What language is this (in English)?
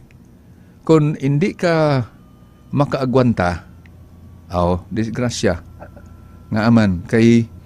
Cebuano